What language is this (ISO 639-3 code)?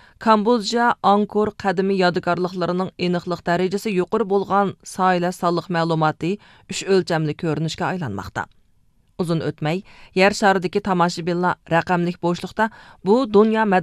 uig